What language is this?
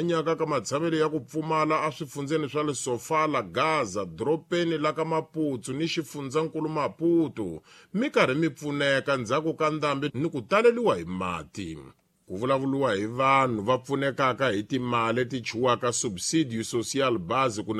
Tsonga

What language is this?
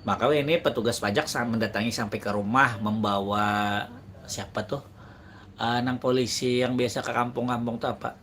Banjar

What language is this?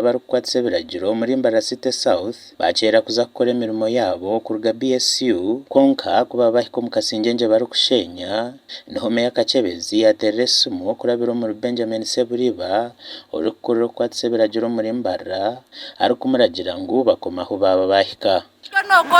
Nyankole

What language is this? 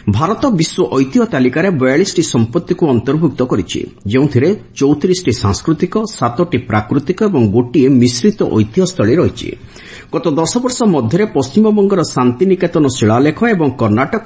Odia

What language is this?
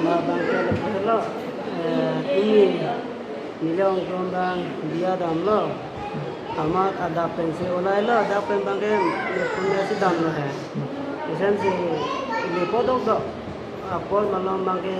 Karbi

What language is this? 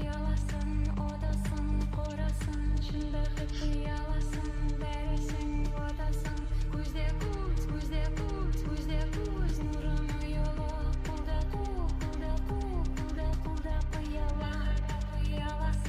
Kara-Kalpak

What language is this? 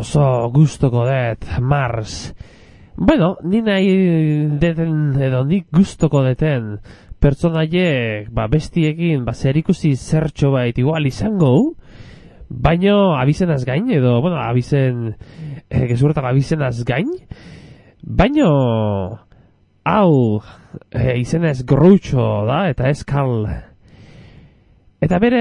Basque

